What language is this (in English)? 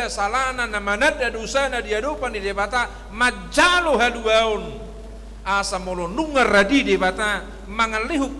Batak Toba